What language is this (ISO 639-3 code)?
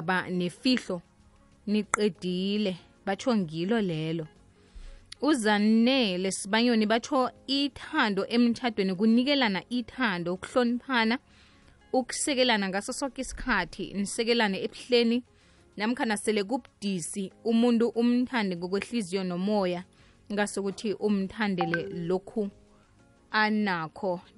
nbl